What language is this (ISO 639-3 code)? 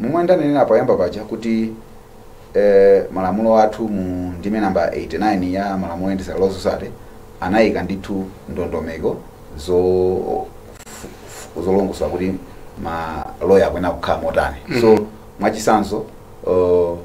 nya